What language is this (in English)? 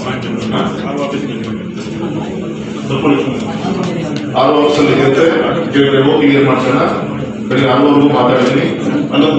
Kannada